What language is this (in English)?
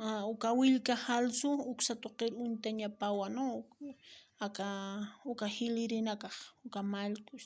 Aymara